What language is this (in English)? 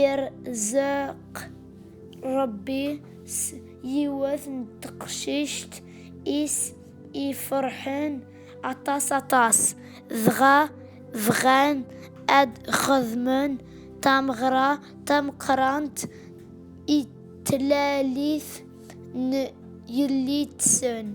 Kabyle